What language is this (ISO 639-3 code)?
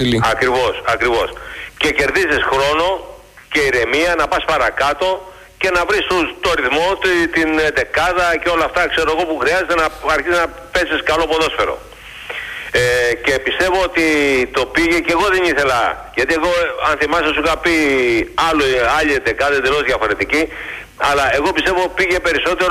ell